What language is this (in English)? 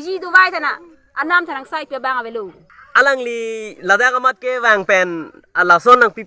Karbi